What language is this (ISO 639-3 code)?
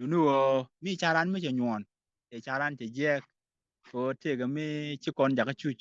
nus